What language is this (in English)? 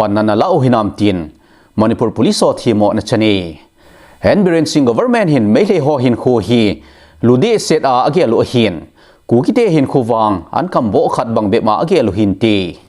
Thado Chin